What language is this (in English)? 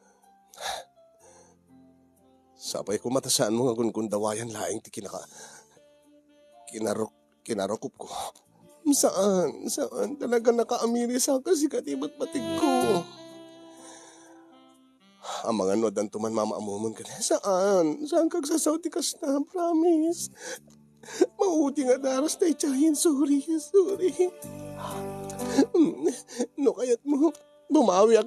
Iloko